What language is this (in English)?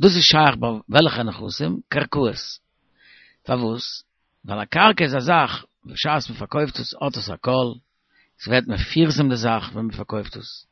Yiddish